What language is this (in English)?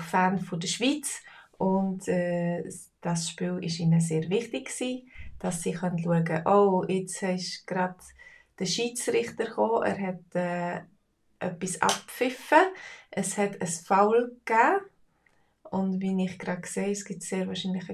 Swiss German